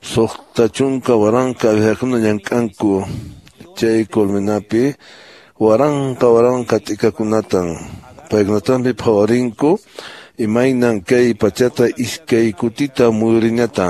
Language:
Quechua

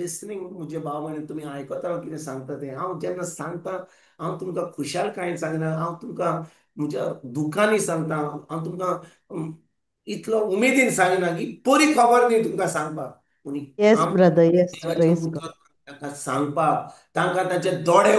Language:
Konkani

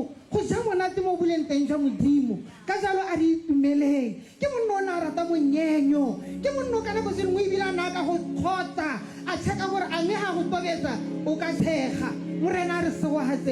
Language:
Tswana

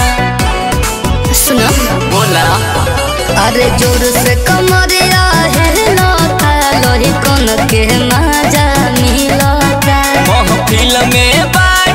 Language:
Bhojpuri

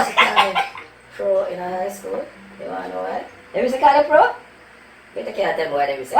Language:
Jamaican Creole English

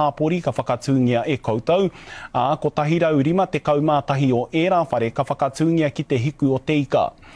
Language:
Māori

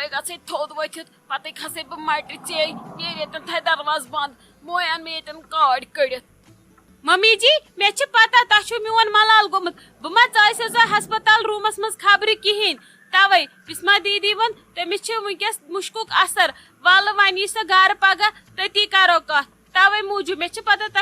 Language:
Kashmiri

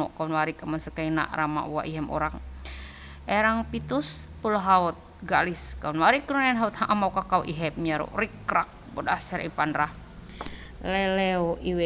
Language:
Ma'anyan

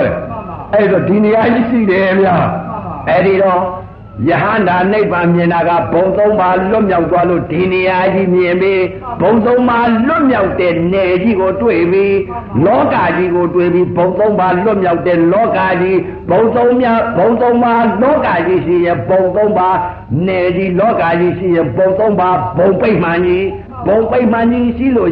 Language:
Burmese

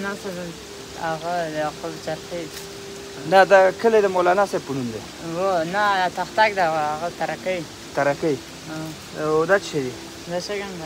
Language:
Pashto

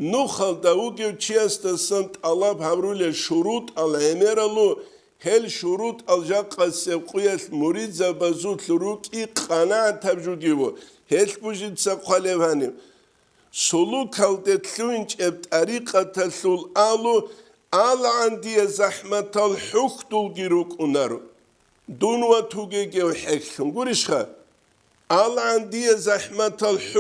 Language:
Avaric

